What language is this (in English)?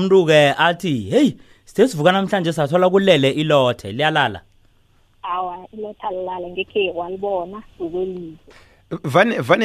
South Ndebele